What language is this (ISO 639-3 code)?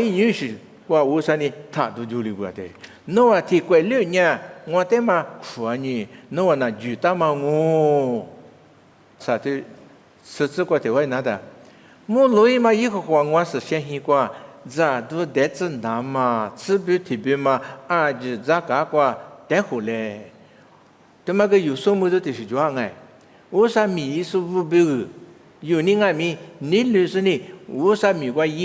lis